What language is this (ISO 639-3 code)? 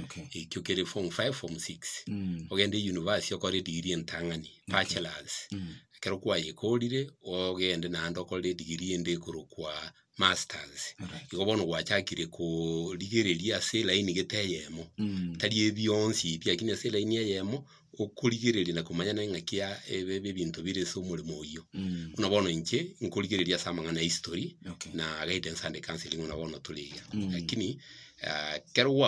guz